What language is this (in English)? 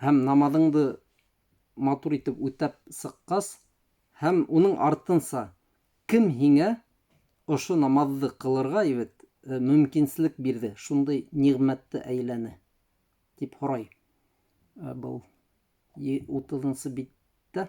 Bashkir